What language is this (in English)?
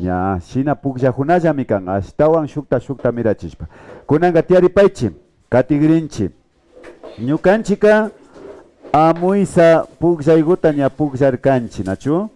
Imbabura Highland Quichua